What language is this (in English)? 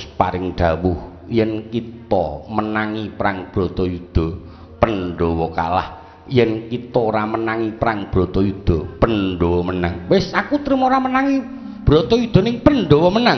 Javanese